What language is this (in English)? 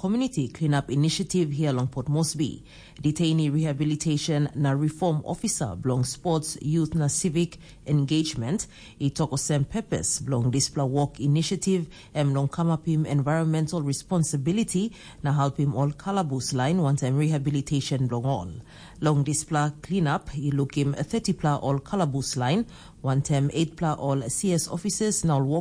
Tok Pisin